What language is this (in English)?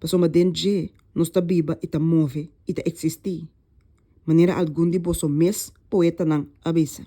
Papiamento